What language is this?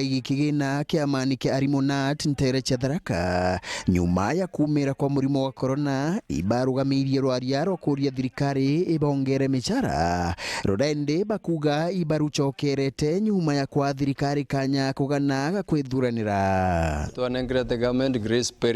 Meru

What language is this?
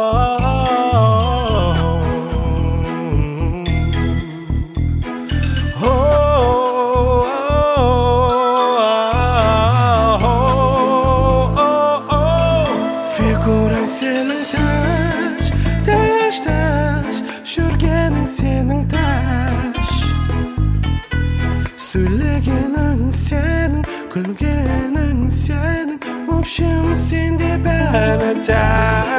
Kazakh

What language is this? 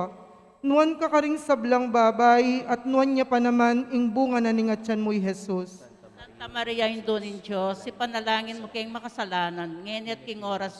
Pampanga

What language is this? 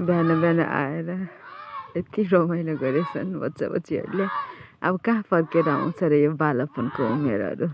Nepali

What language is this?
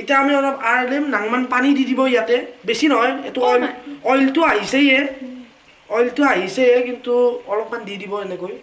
Assamese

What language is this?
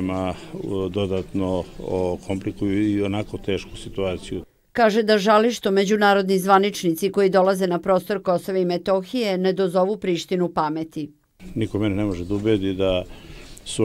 Serbian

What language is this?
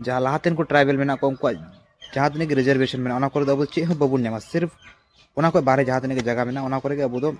Santali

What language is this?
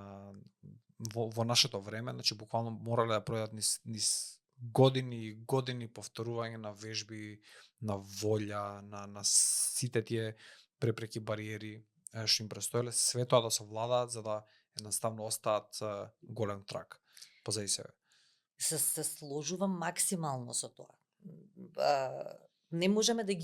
Macedonian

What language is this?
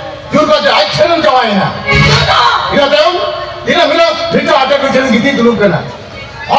Santali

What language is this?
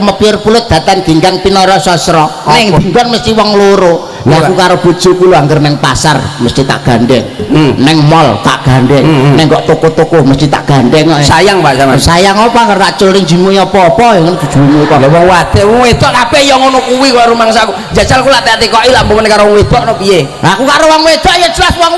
Javanese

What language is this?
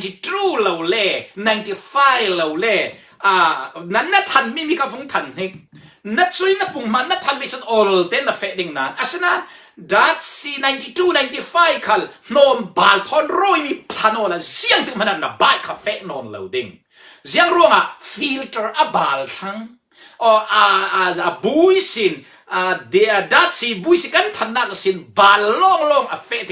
Falam Chin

